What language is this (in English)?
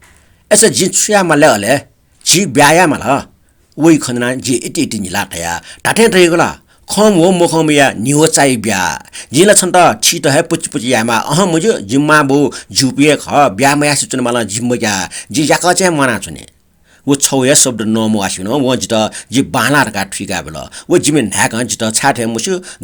Newari